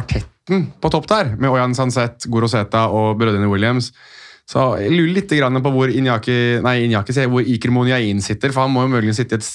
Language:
Norwegian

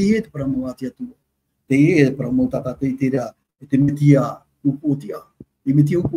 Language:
Tahitian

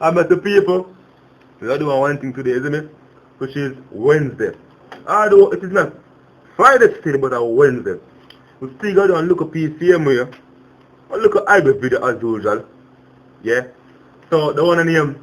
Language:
Jamaican Creole English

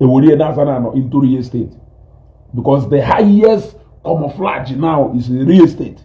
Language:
Igbo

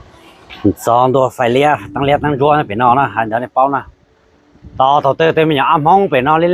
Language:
Hmong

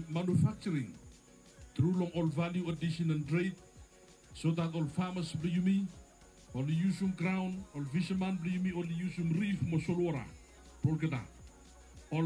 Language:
Bislama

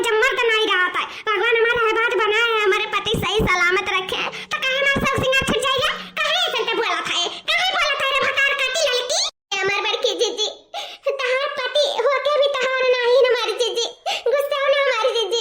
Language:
Awadhi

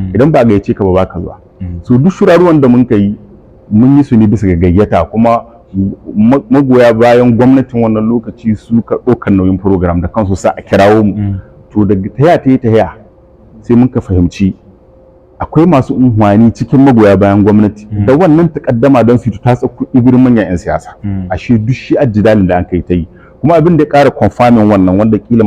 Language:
Hausa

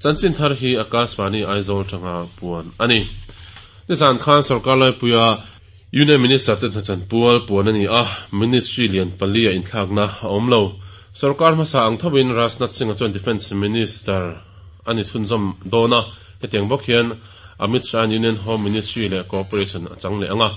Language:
Mizo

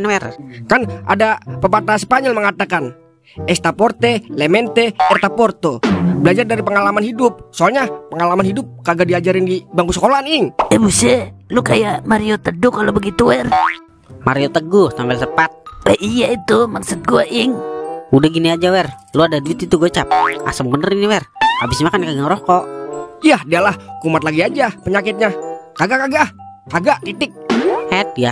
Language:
Betawi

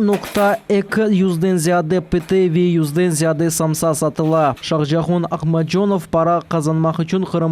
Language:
Crimean Tatar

